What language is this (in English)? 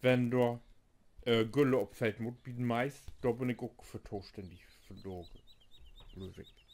Low German